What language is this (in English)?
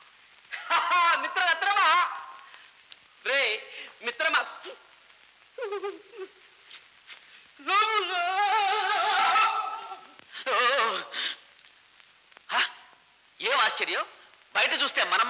Telugu